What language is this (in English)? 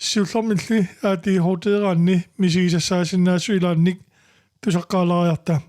Kalaallisut